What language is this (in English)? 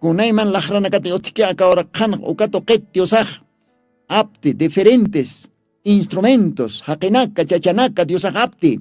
Aymara